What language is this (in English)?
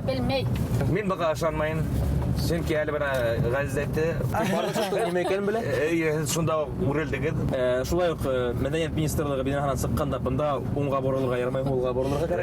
Bashkir